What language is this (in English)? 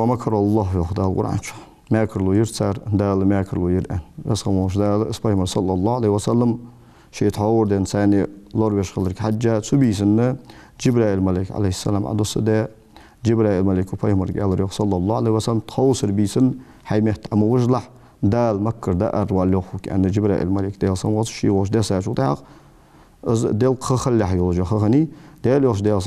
Ingush